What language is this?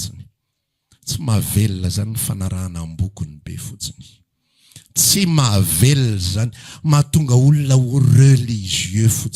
Malagasy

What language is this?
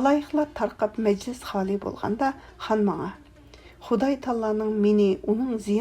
Uyghur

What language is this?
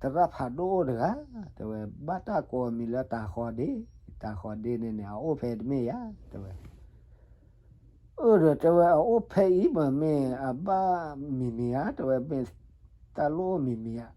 S'gaw Karen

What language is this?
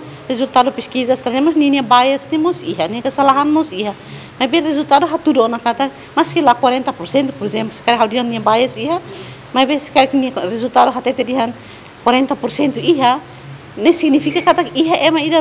Tetum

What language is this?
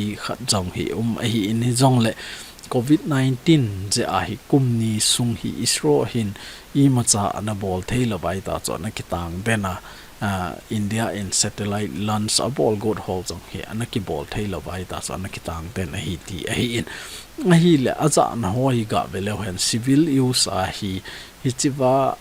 Thado Chin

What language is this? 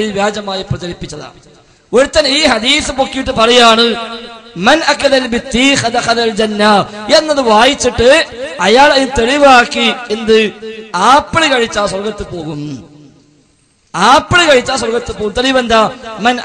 Malayalam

